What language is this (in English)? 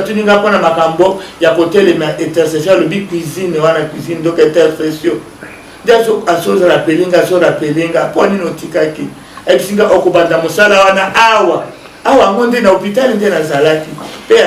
Lingala